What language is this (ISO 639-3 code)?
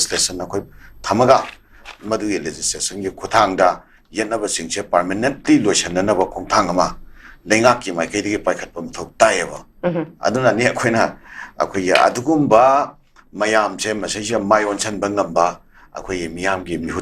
mni